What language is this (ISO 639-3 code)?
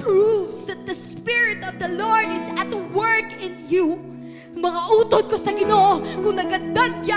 hil